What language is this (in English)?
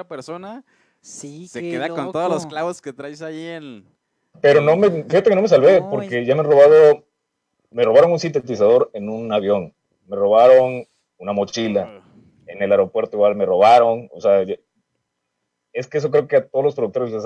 Spanish